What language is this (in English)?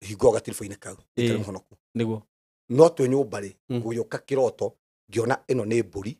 Kikuyu